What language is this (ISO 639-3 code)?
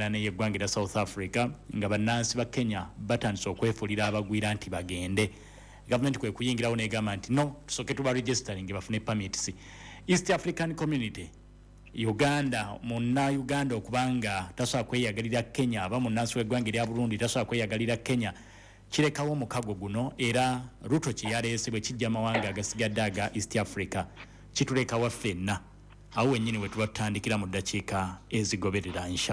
lug